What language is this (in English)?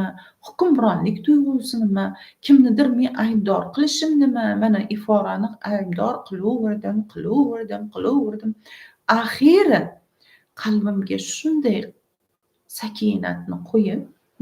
Uzbek